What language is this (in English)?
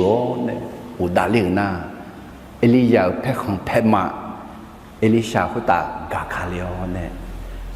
Akha